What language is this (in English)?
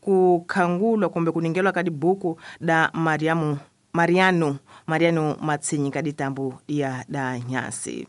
Tsonga